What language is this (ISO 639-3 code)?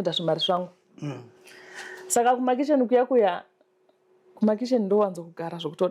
sna